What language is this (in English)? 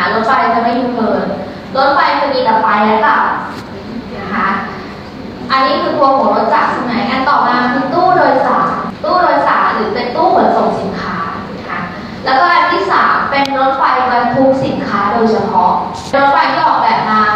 Thai